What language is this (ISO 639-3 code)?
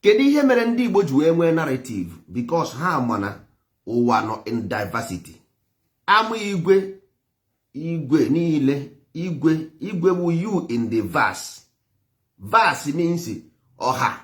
ibo